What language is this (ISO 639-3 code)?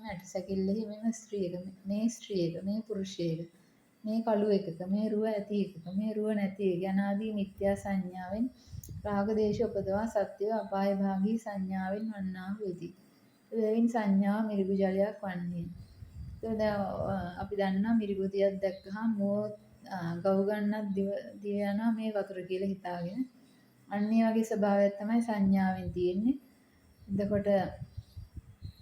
sin